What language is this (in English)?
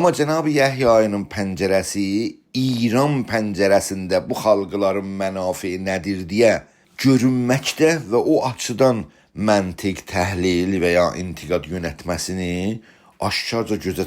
South Azerbaijani